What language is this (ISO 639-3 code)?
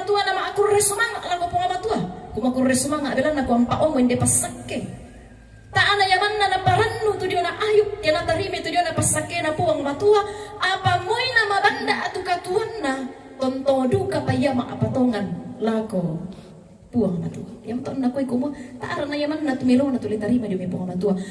sda